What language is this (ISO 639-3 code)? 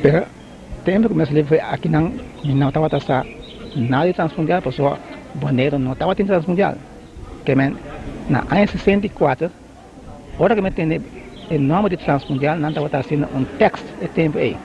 pap